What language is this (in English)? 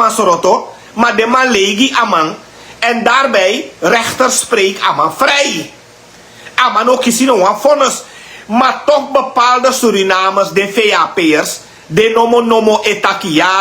Sranan Tongo